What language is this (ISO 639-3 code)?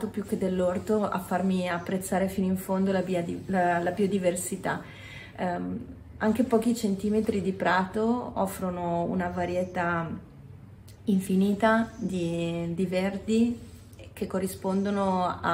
ita